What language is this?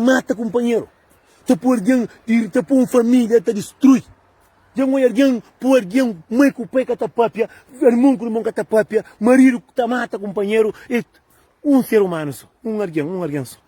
Kabuverdianu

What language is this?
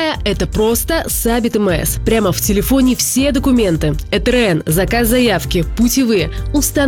Russian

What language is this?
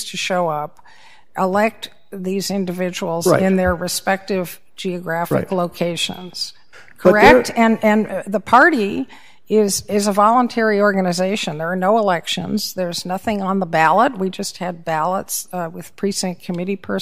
English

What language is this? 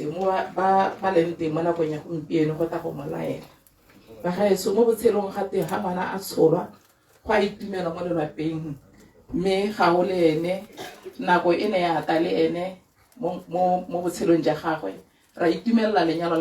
Tswana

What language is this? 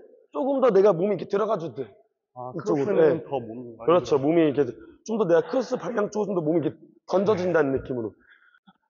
Korean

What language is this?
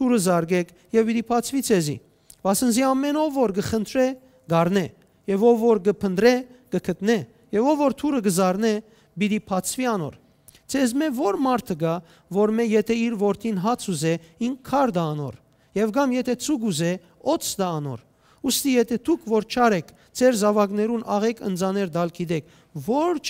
Western Armenian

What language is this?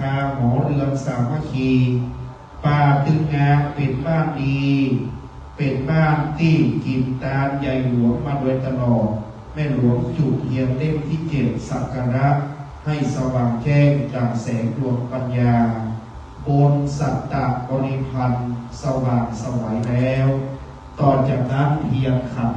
Pali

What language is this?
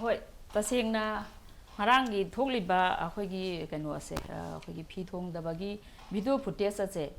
Manipuri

